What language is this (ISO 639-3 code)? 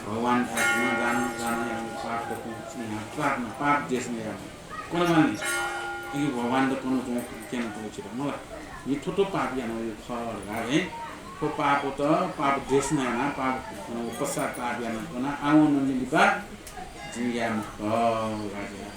new